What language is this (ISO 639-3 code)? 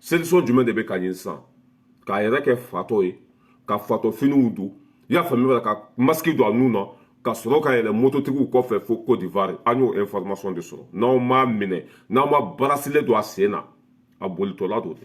bam